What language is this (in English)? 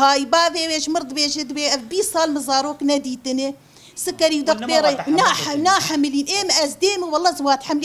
Kurdish